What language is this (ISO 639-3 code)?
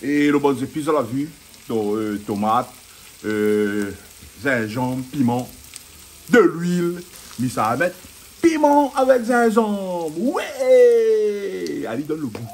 rcf